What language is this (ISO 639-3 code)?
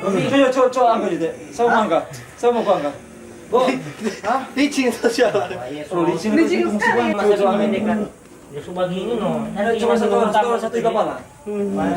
xmm